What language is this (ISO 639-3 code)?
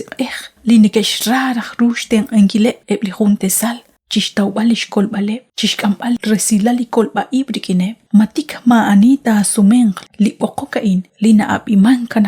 kek